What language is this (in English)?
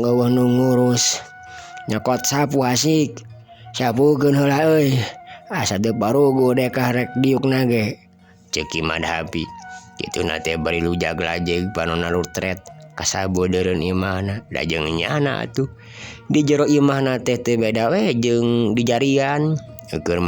Sundanese